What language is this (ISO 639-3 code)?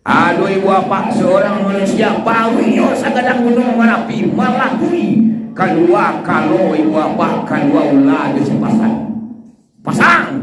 min